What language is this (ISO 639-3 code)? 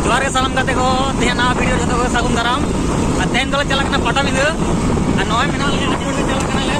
sat